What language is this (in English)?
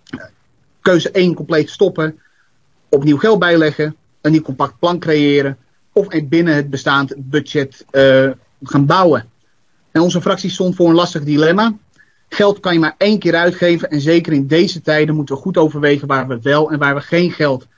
Dutch